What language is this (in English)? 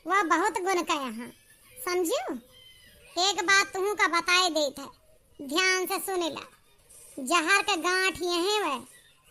Awadhi